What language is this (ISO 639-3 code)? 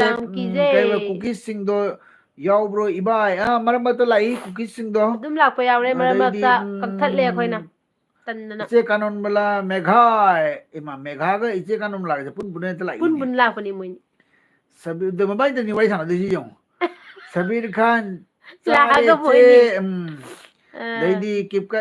mni